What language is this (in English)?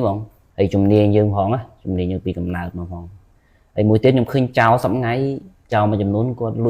Khmer